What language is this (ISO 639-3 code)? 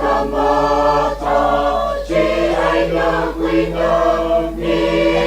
nmf